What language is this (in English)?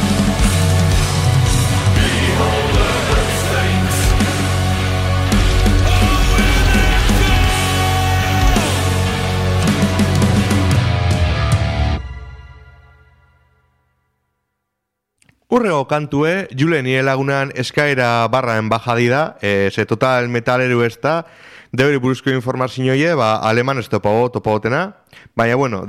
Basque